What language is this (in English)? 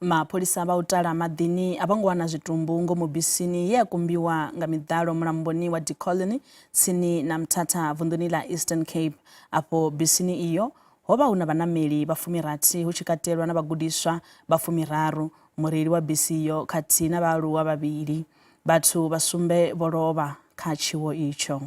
Venda